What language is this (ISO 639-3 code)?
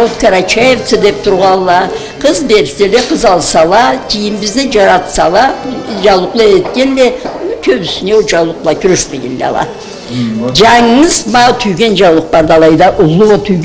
krc